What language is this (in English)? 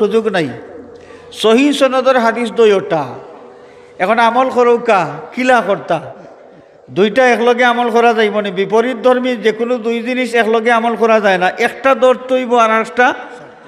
Sylheti